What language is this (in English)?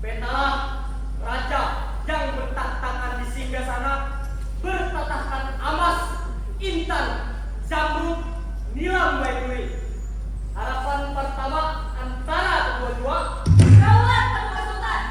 Banjar